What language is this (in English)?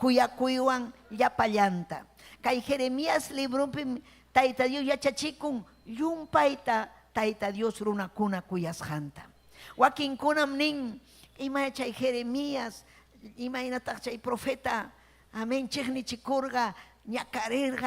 Ayacucho Quechua